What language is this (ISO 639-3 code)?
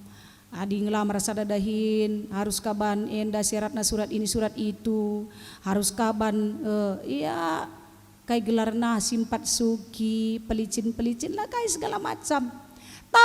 btx